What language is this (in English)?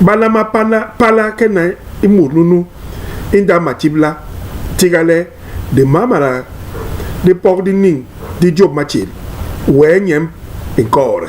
Basaa